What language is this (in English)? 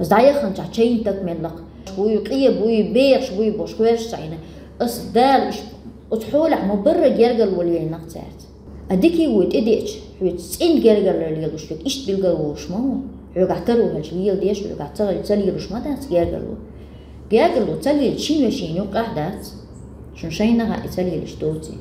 Chechen